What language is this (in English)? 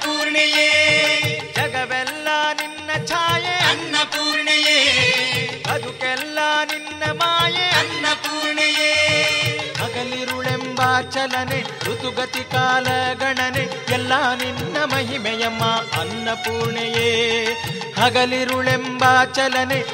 Kannada